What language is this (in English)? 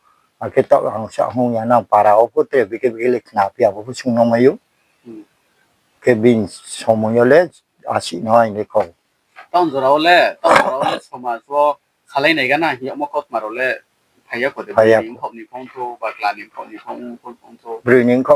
Riang (India)